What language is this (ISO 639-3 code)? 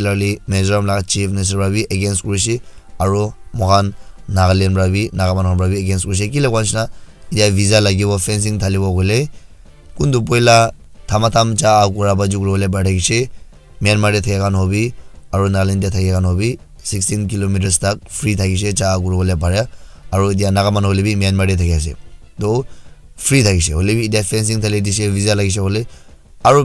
nag